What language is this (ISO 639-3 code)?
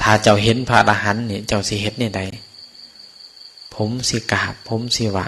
tts